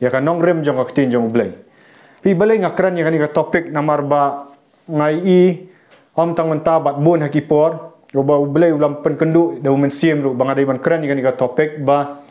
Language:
Khasi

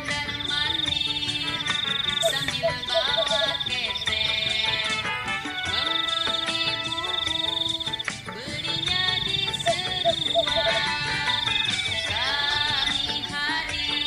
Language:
Betawi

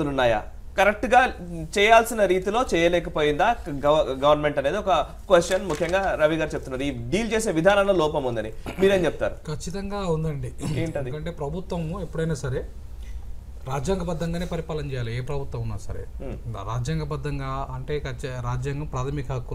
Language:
Telugu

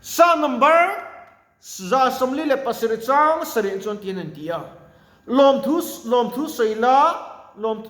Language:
Mizo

